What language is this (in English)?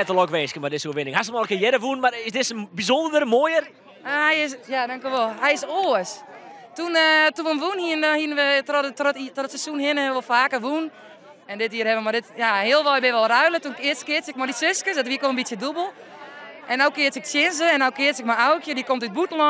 Western Frisian